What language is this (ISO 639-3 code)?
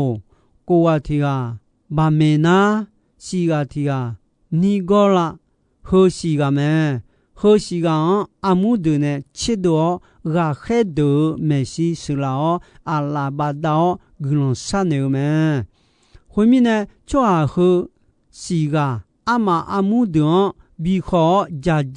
ahk